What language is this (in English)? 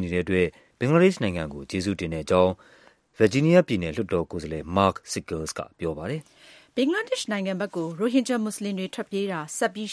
Burmese